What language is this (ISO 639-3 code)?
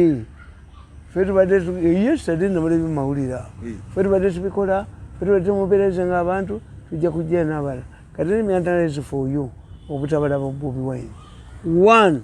lug